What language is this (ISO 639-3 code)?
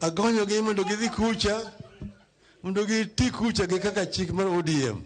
luo